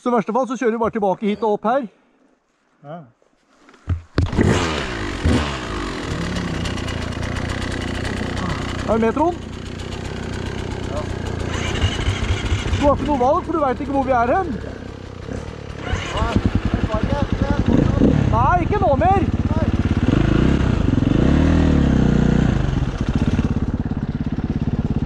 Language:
Norwegian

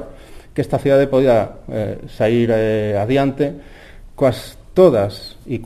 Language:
Galician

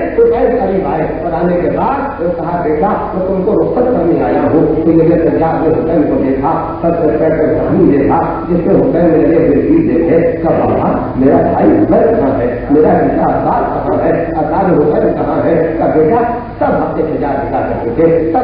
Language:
Urdu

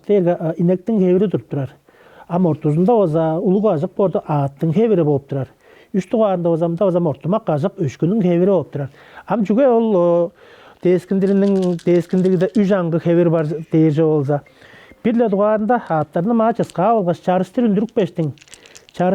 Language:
Tuvinian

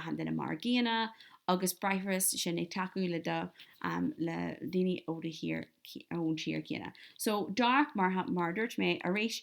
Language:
Irish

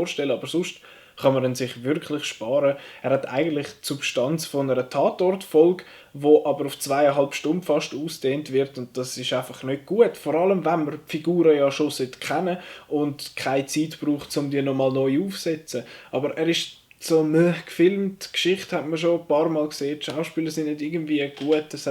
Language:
Swiss German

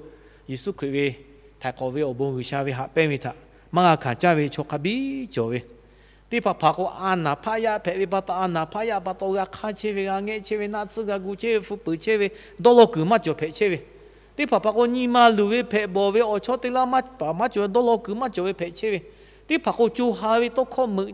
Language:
Lahu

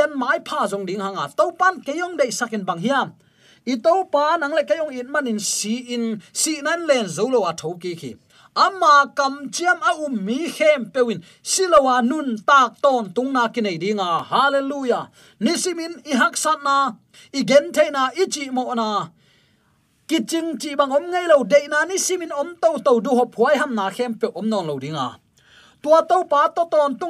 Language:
Tedim Chin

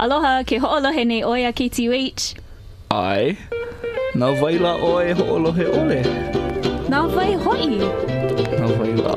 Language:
Hawaiian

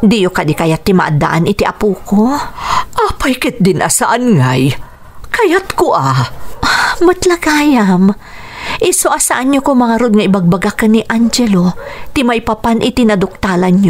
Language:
Iloko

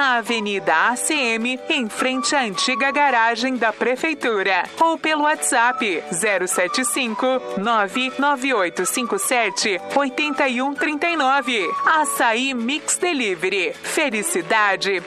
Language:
Portuguese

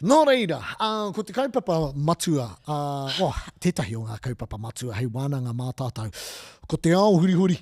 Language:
Māori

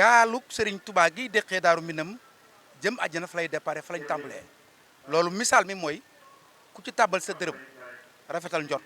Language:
Wolof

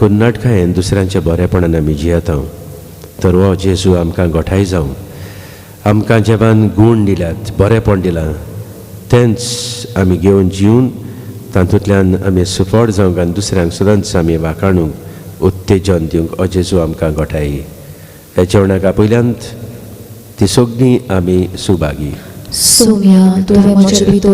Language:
Konkani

